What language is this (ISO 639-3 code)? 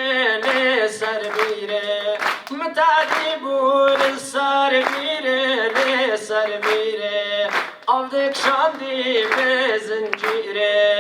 kur